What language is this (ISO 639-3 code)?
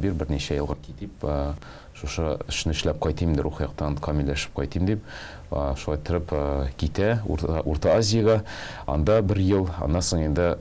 tat